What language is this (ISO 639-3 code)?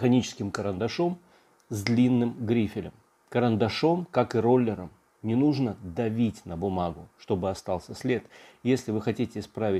rus